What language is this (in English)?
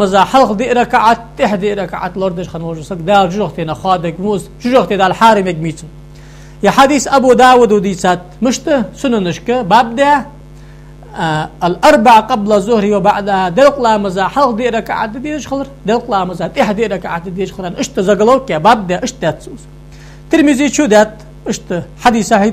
Ingush